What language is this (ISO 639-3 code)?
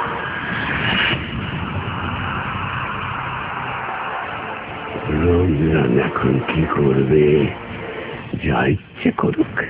ben